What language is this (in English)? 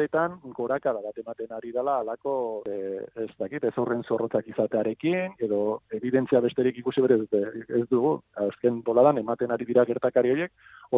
Basque